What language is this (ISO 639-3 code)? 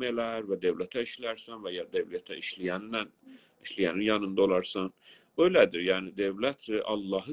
azb